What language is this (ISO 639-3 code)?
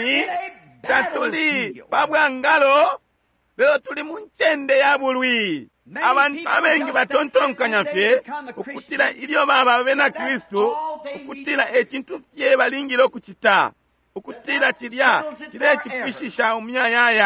bem